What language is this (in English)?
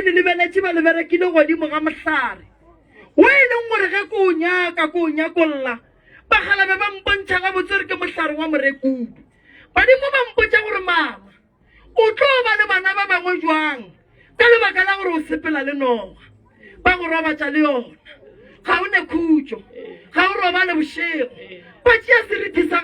Northern Sotho